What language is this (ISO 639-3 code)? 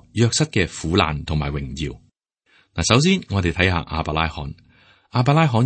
yue